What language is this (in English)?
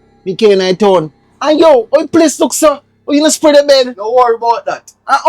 Jamaican Creole English